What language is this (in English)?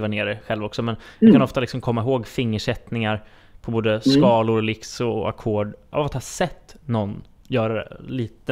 Swedish